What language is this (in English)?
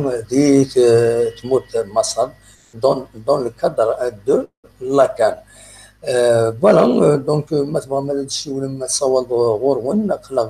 Kabyle